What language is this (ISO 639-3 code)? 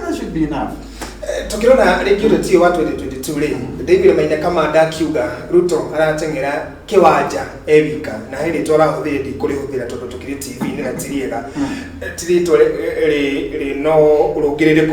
kik